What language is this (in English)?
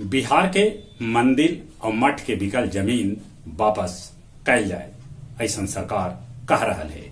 Magahi